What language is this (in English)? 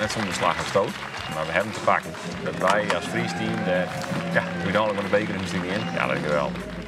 Western Frisian